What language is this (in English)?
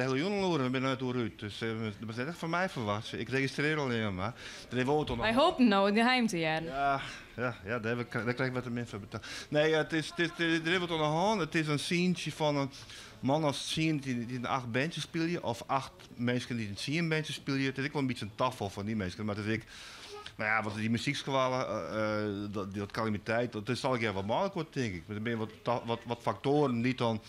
Western Frisian